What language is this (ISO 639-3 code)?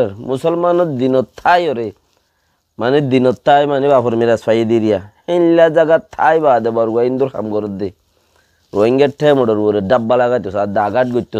rhg